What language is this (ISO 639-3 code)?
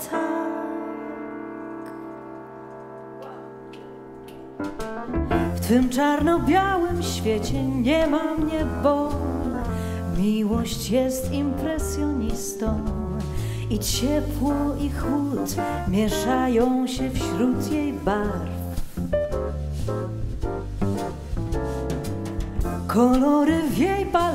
pol